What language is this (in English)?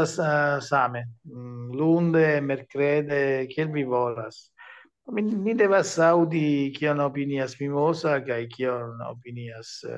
Esperanto